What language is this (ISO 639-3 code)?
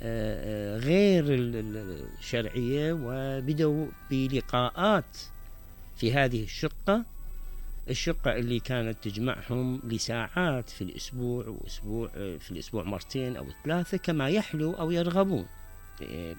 acm